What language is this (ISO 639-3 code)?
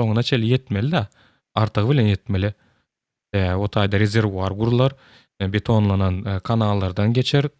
tuk